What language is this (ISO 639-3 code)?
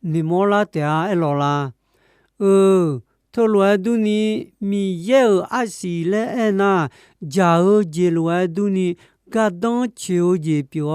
ahk